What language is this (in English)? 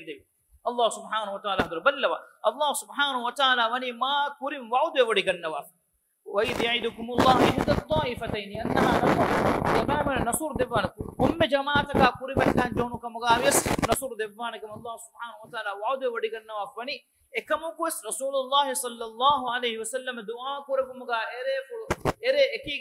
Divehi